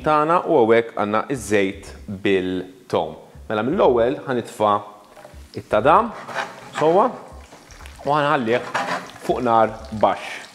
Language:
Maltese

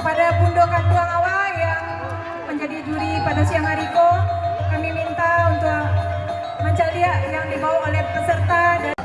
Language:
Minangkabau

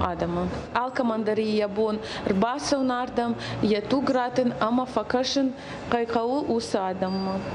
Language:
Ossetic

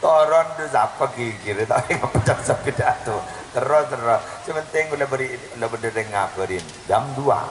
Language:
Madurese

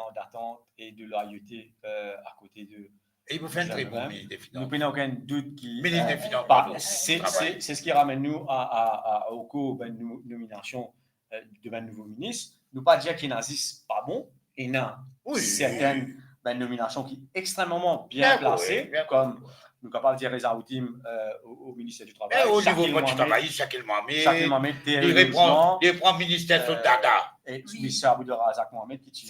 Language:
Morisyen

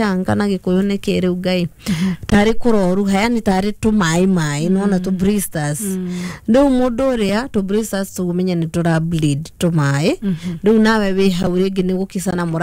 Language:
Kikuyu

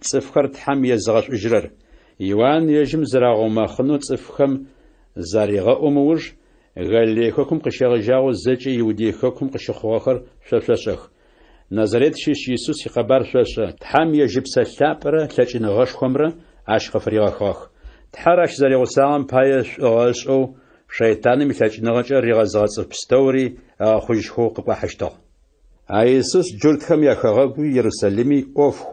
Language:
Adyghe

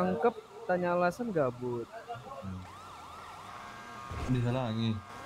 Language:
Indonesian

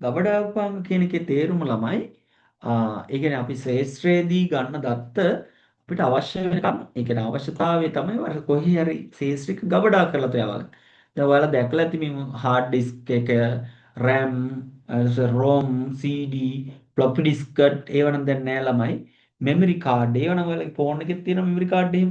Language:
Sinhala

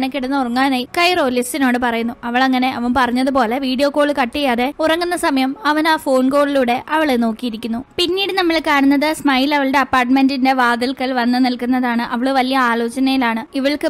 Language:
Malayalam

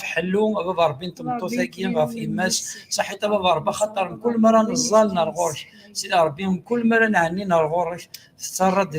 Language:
Kabyle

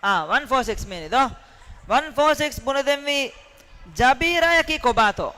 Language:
Divehi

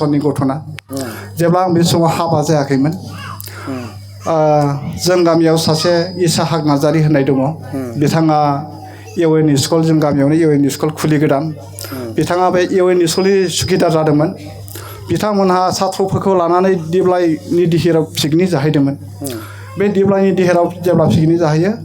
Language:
Bodo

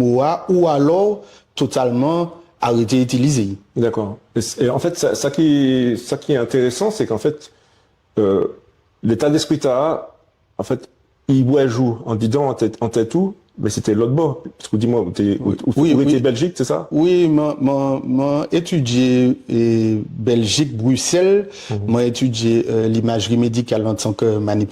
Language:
Guadeloupean Creole French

